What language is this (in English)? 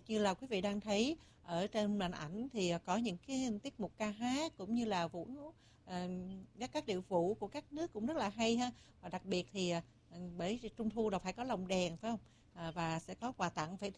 Vietnamese